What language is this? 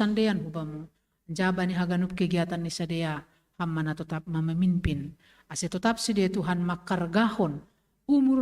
Batak Simalungun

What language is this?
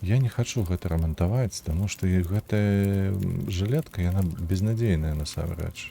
Belarusian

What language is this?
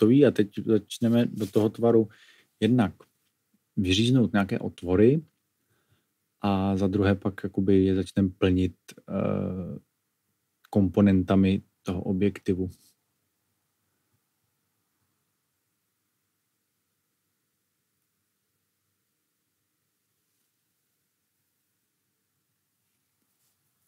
Czech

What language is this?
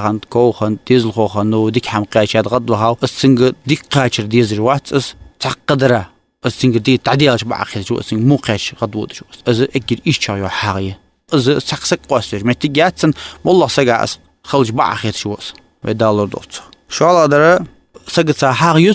Ingush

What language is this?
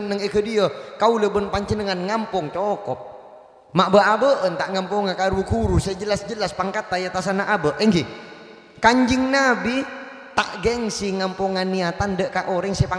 Madurese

